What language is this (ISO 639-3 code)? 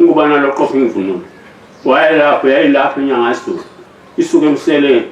zul